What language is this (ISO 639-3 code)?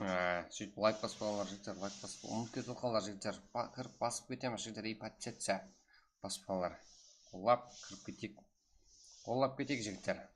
kaa